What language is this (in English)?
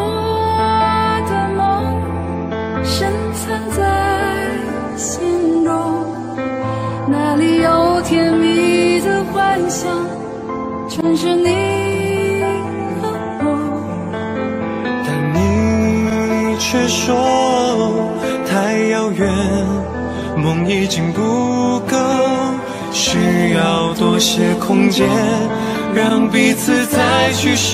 Chinese